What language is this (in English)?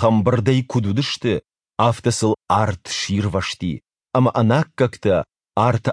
Ossetic